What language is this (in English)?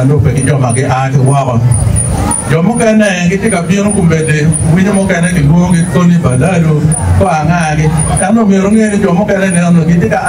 Acoli